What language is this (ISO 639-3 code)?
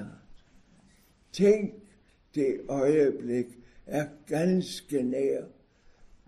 dan